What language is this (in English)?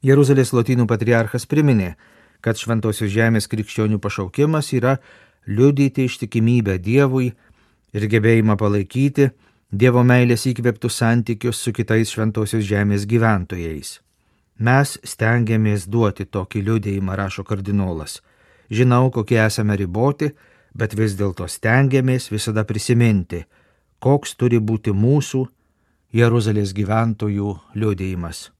Lithuanian